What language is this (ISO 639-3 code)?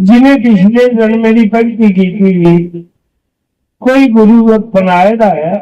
doi